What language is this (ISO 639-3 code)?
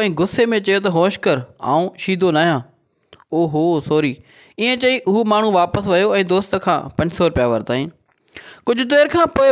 snd